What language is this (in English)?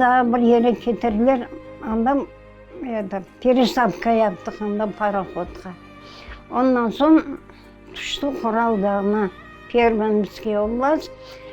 Crimean Tatar